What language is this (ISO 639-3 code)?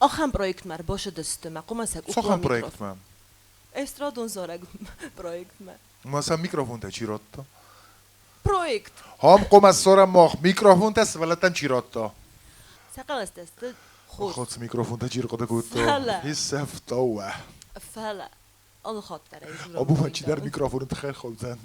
oss